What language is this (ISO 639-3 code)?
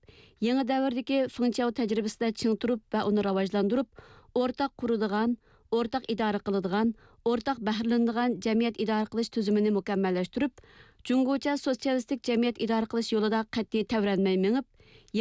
uig